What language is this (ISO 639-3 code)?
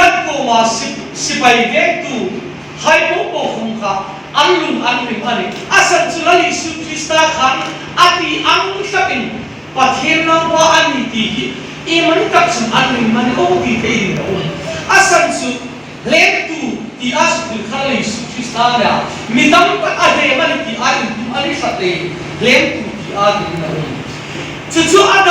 hmr